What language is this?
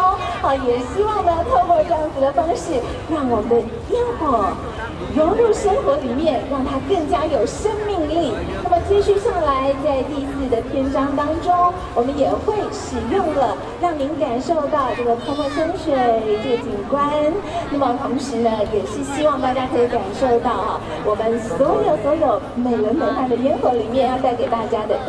Chinese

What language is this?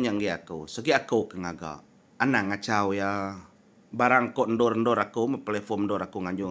Iban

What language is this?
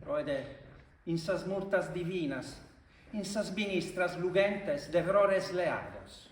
Sardinian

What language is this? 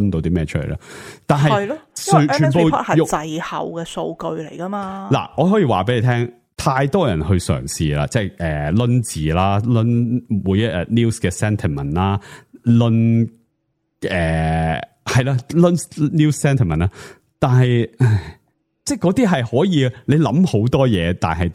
Cantonese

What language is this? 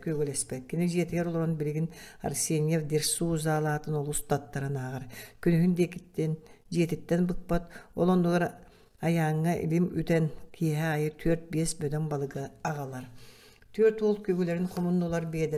Yakut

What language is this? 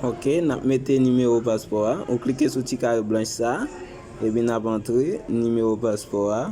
Haitian Creole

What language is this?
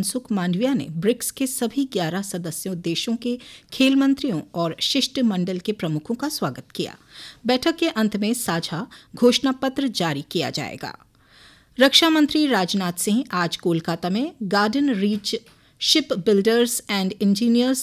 Hindi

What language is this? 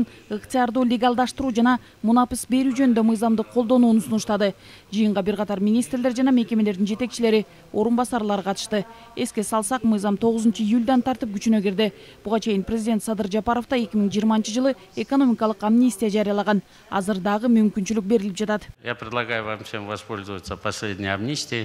Kyrgyz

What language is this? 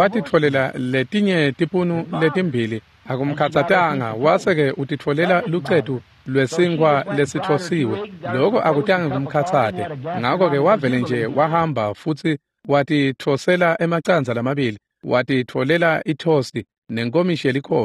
Swati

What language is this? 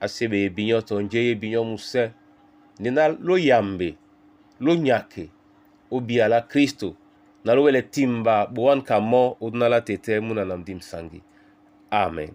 Duala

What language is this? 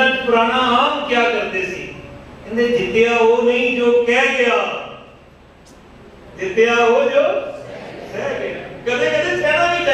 Punjabi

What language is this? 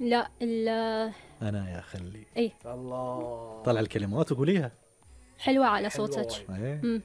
Gulf Arabic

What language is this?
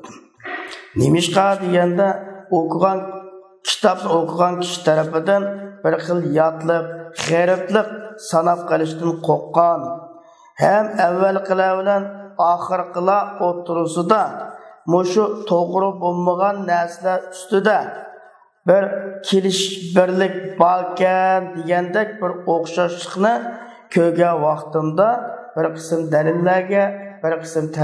Uyghur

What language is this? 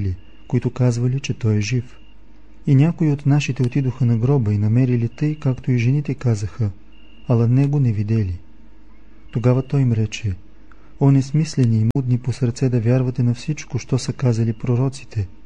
Bulgarian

